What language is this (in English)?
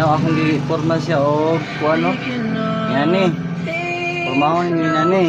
Cebuano